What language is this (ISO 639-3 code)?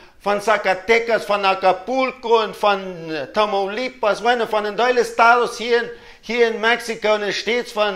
pdt